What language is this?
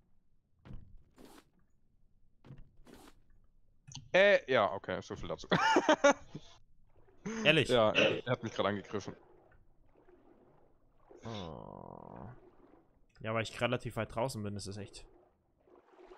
German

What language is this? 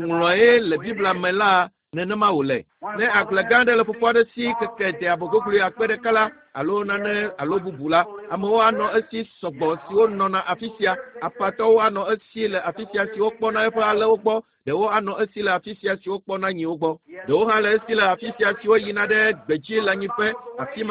Ewe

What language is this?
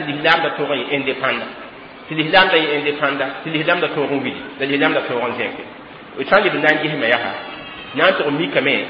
Mossi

